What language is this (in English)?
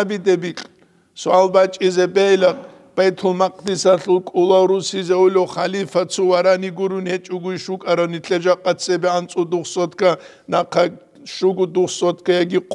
Avaric